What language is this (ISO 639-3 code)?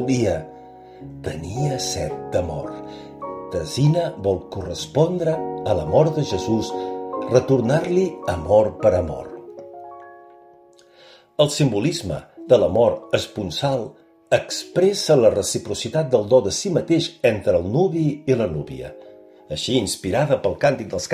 cat